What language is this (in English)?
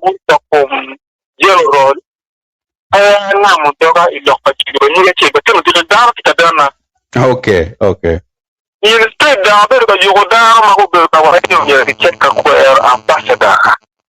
Acoli